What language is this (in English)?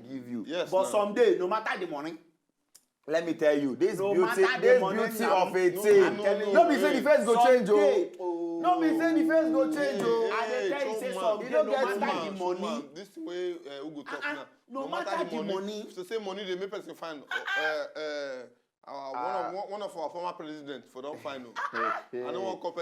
Nigerian Pidgin